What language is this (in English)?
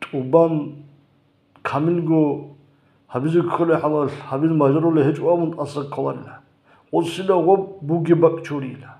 Avaric